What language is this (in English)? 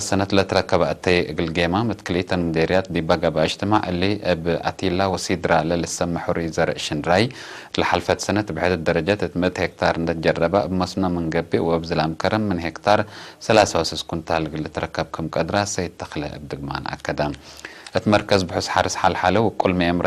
Tigre